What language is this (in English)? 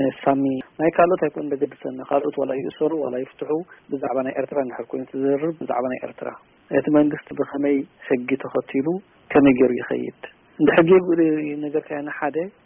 Tigrinya